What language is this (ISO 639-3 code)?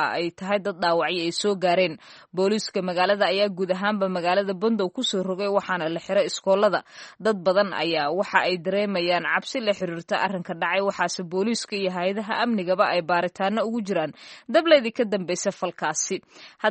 som